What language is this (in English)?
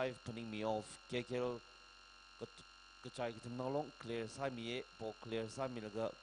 Tangkhul Naga (India)